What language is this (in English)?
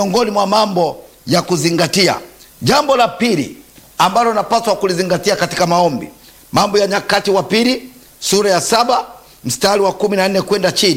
Swahili